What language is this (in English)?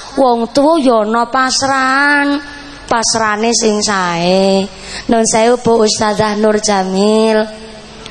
Javanese